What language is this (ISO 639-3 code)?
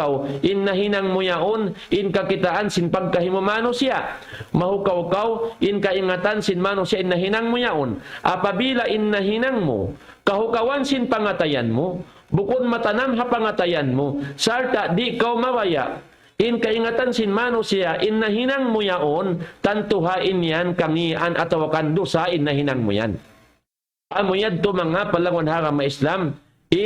tsg